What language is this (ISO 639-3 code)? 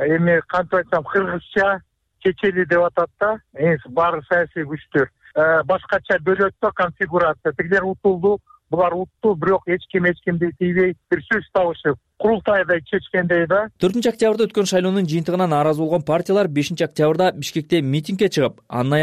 kir